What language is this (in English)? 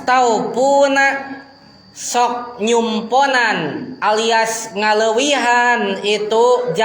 Sundanese